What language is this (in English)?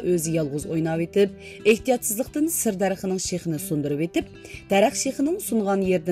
Uyghur